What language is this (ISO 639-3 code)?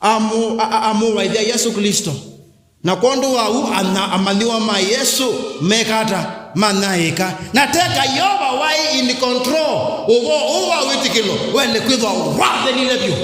kam